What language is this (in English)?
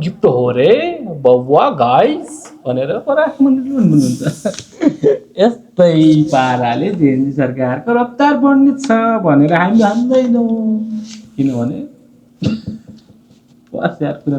Nepali